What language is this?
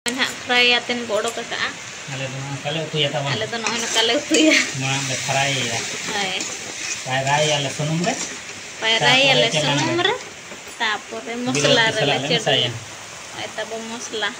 Santali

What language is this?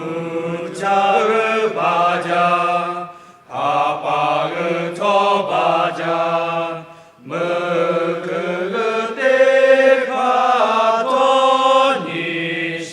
Lahu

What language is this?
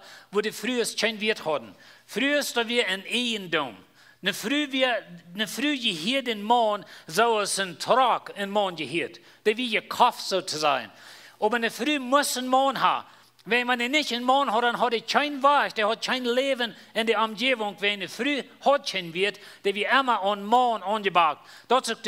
Plautdietsch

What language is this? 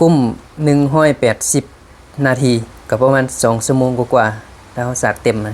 Lao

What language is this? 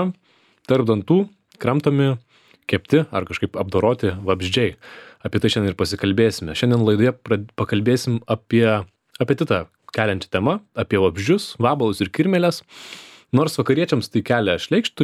Lithuanian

